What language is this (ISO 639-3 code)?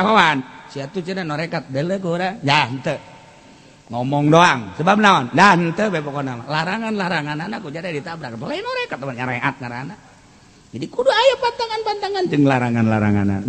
sun